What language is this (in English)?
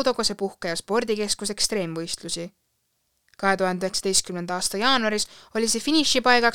Estonian